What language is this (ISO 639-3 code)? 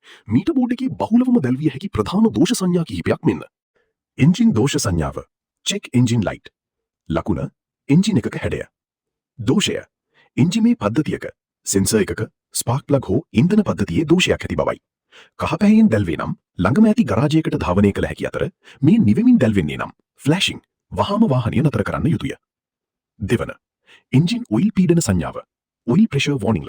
sin